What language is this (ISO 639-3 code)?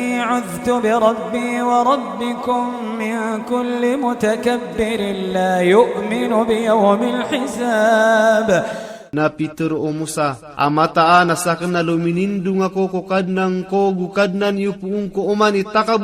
mrw